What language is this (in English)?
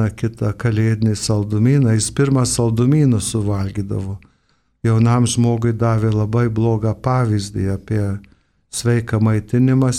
Lithuanian